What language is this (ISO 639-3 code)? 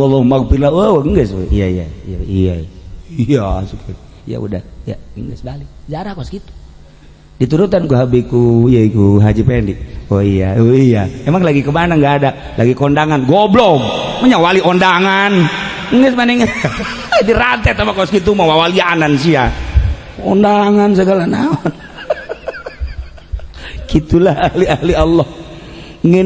sun